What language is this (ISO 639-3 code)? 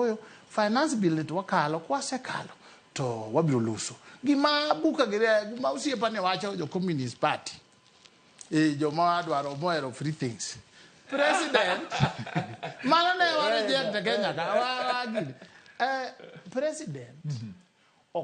luo